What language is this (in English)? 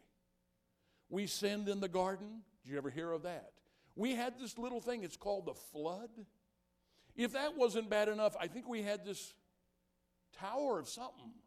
English